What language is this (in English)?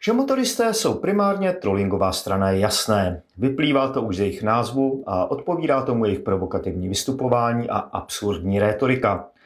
Czech